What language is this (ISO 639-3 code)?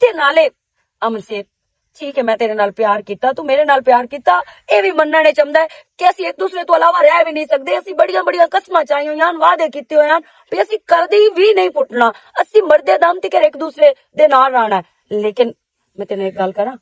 lah